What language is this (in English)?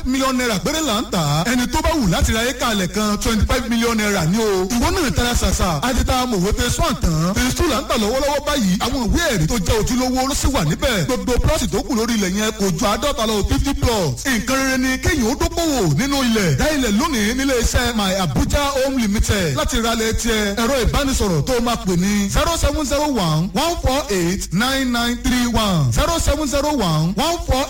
Yoruba